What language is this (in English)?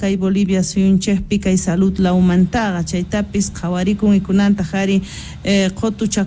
Quechua